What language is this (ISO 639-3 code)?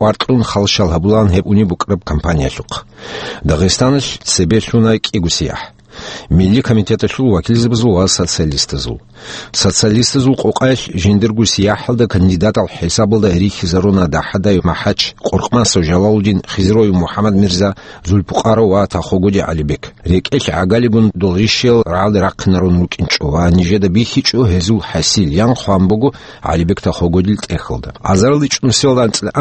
ava